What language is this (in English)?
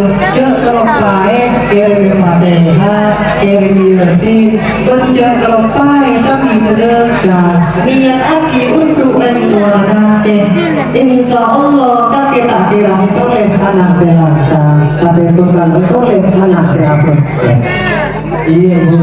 Madurese